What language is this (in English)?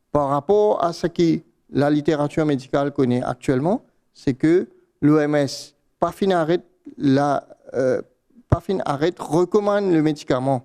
Morisyen